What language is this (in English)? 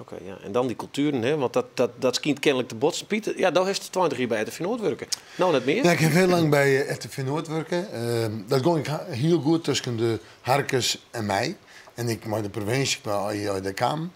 Western Frisian